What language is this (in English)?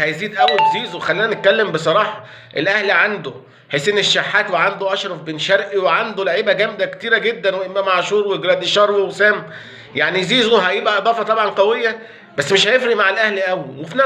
Egyptian Arabic